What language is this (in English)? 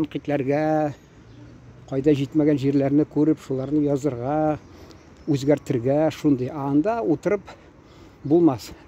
Tatar